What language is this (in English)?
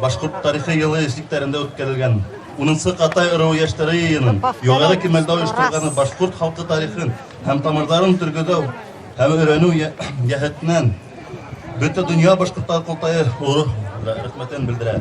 Bashkir